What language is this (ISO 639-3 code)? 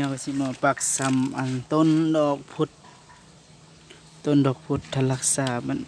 lao